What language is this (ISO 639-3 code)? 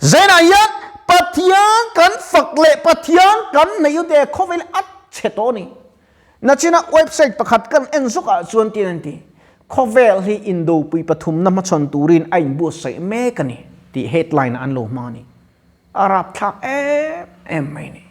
lus